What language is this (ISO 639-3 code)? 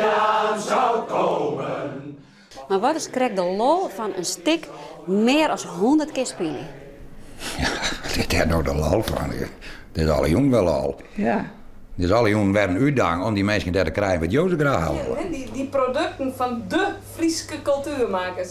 fry